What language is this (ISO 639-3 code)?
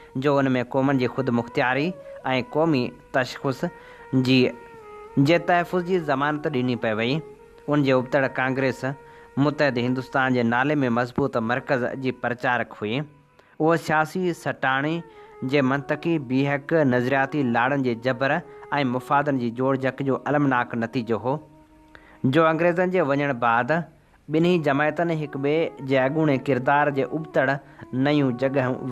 snd